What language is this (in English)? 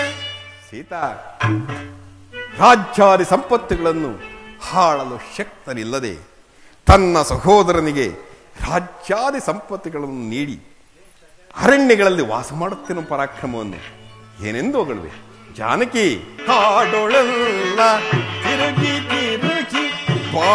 Kannada